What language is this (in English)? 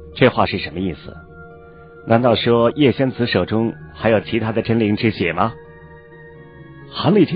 Chinese